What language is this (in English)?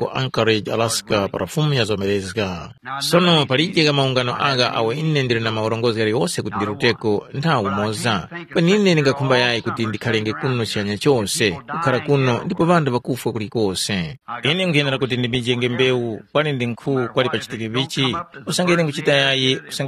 Tumbuka